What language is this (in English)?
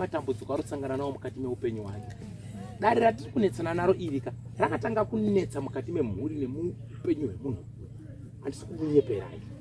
Shona